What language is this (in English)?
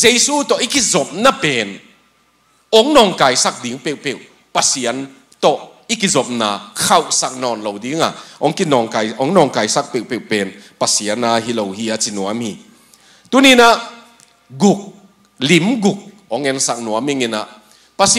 Tedim Chin